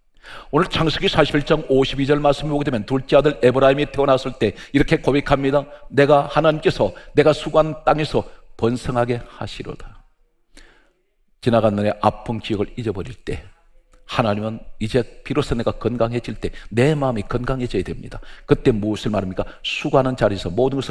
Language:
Korean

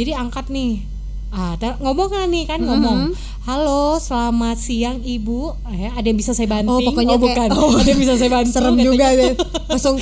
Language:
Indonesian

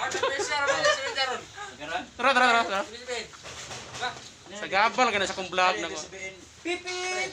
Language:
Cebuano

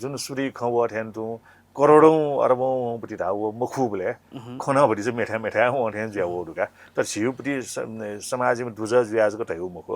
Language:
Newari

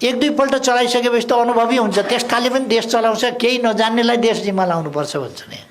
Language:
Nepali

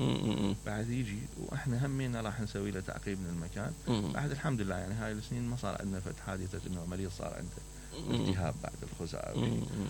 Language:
Mesopotamian Arabic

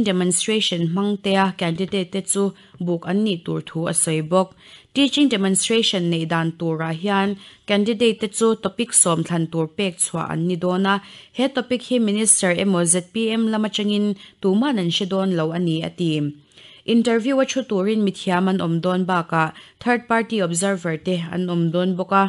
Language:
Mizo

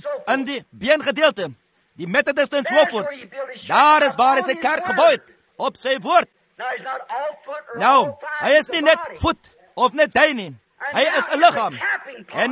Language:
Afrikaans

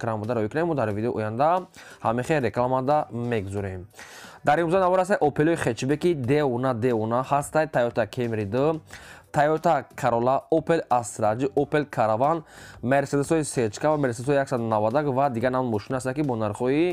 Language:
Tajik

